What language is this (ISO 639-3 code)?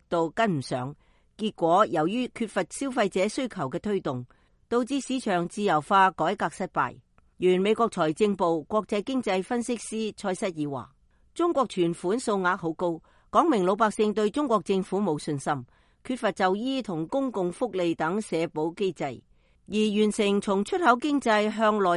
yue